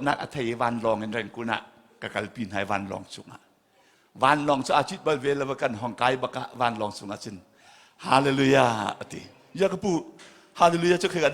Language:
Hakha Chin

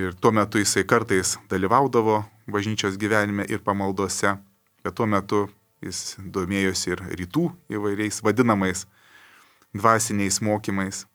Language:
Lithuanian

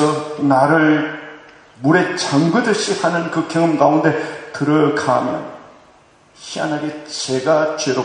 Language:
Korean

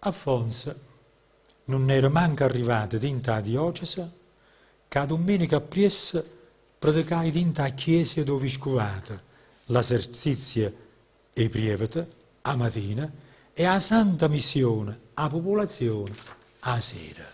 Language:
Neapolitan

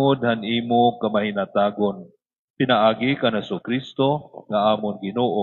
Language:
Waray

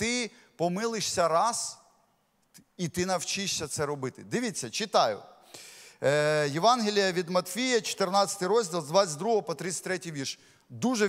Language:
Ukrainian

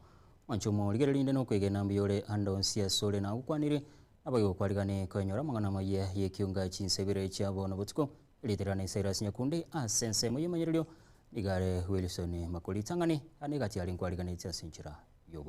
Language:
Gusii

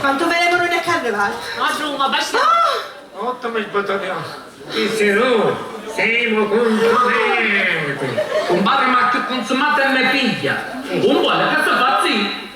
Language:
Sicilian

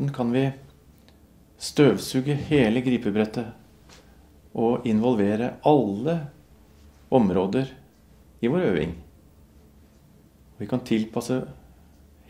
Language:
Norwegian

